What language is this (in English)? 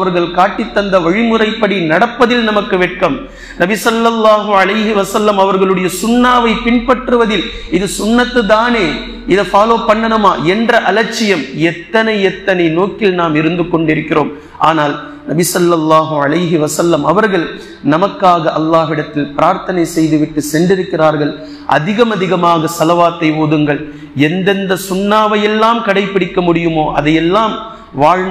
Tamil